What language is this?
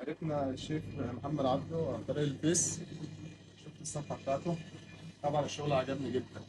Egyptian Arabic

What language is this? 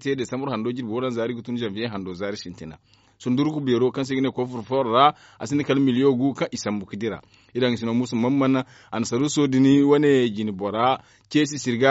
Zarma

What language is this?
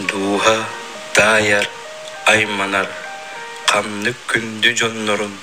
Yakut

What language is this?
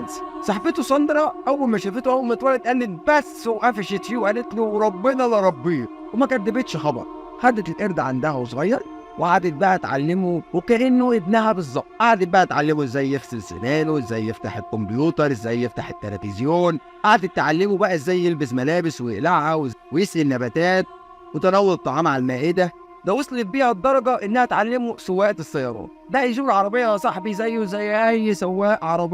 Egyptian Arabic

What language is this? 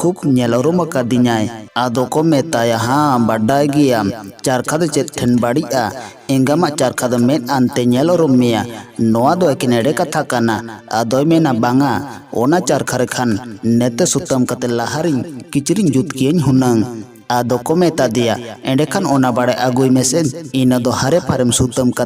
Santali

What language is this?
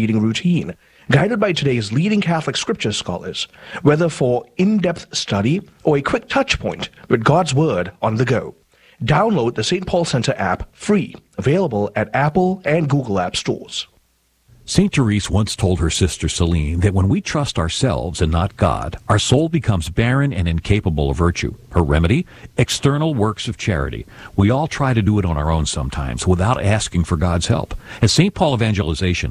English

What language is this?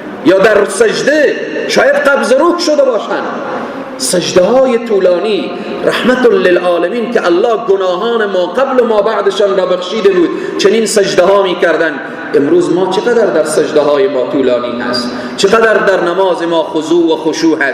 Persian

